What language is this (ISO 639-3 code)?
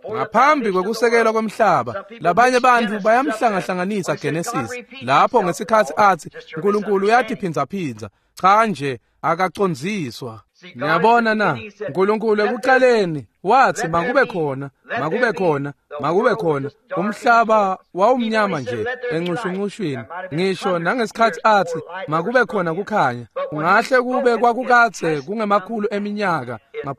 ssw